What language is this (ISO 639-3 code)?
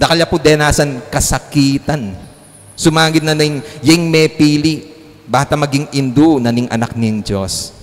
pam